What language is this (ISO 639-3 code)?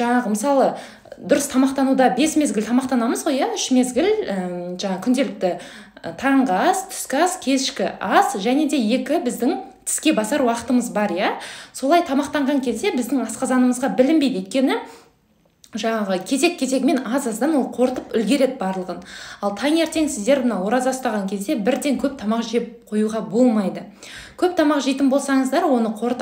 kaz